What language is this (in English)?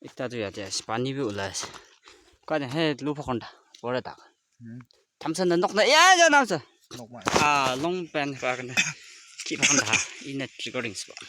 Naga Pidgin